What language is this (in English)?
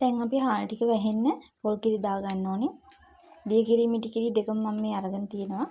Sinhala